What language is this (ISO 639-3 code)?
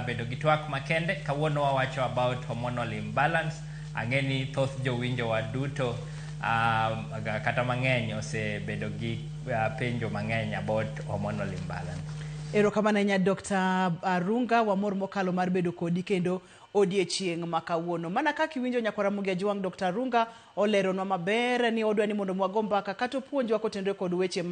luo